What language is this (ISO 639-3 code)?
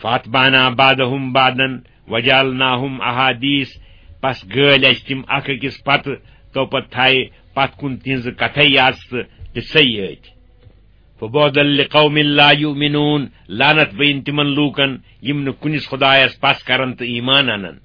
kas